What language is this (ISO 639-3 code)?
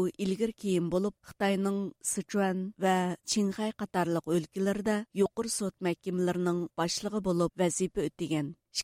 uig